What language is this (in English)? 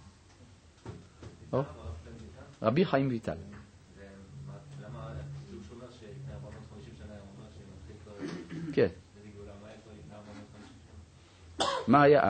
Hebrew